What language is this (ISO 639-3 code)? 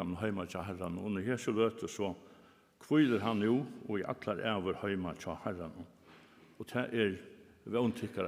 fao